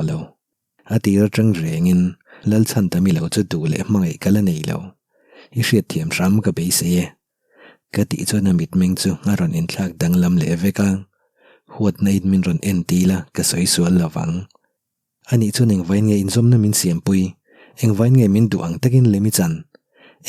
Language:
Mizo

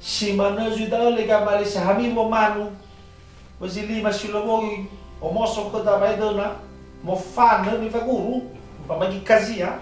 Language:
Nias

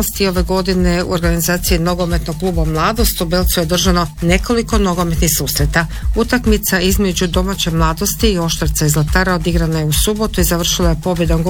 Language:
Croatian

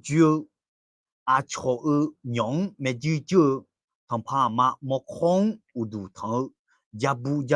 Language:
Akha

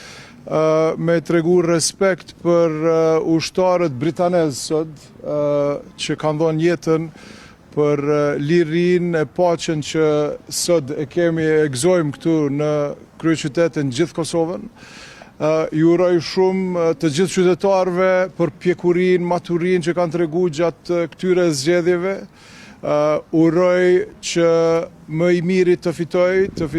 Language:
Albanian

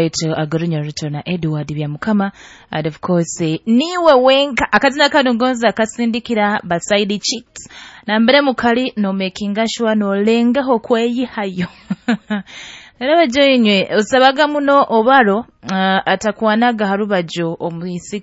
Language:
Nyoro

